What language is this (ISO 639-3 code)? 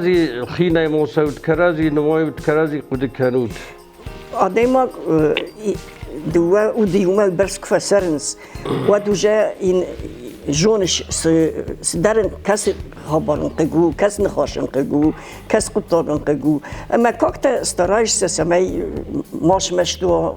oss